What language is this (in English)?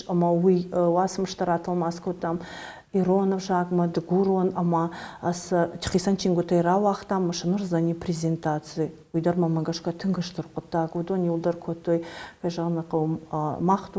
Ossetic